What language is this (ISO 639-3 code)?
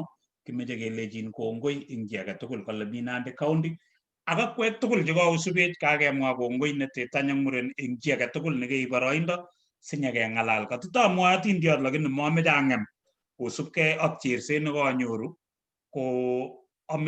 kln